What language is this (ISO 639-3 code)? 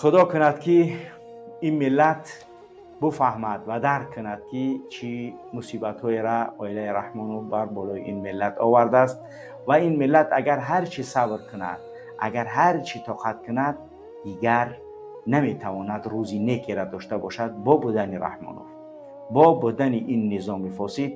tgk